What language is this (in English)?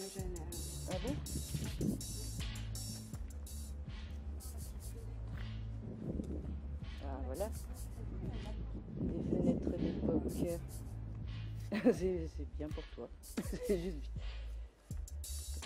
French